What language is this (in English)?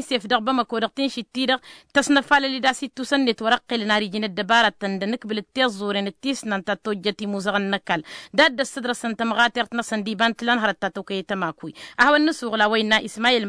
Tamasheq